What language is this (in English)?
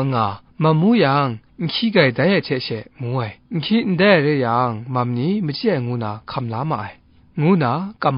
Kachin